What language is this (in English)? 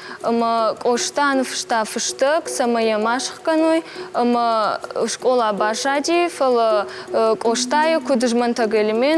Ossetic